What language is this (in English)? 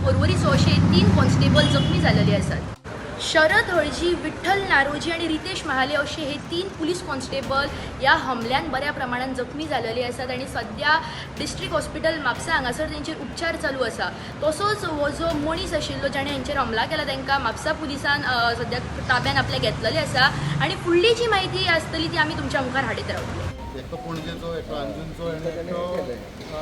Konkani